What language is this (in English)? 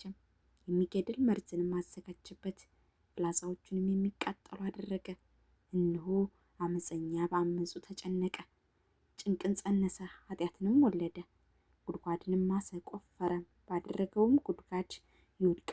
Amharic